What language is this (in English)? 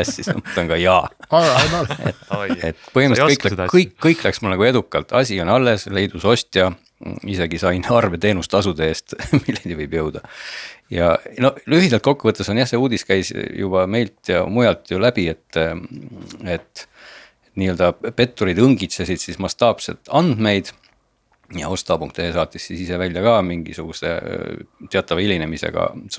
Estonian